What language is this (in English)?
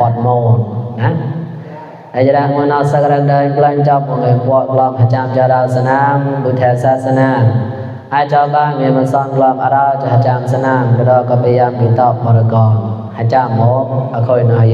Mon